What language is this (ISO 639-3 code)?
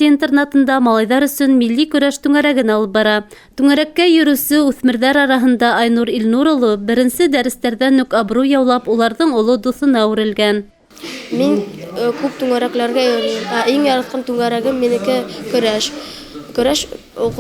bak